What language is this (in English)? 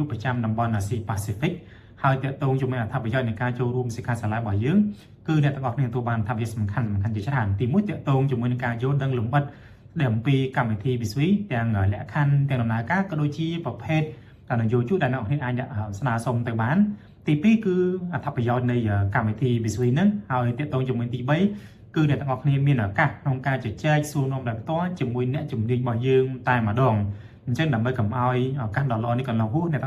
Khmer